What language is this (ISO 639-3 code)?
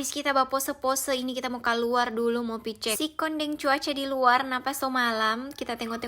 xmm